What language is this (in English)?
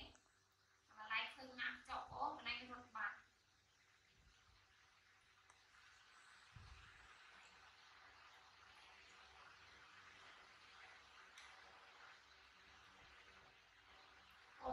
Vietnamese